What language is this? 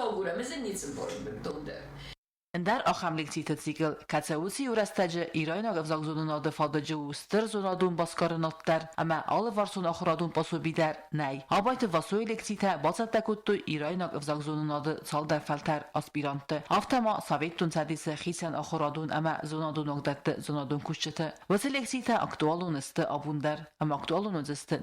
Ossetic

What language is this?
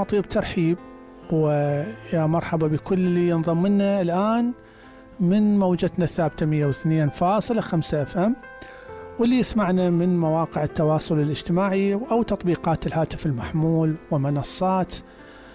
Mesopotamian Arabic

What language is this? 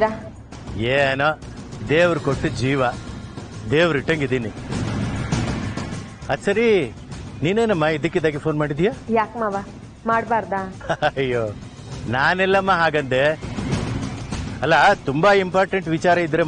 Kannada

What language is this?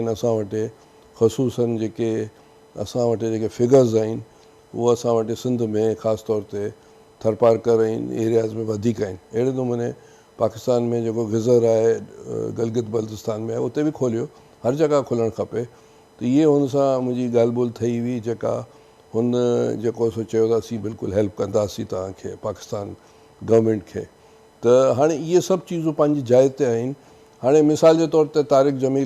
Sindhi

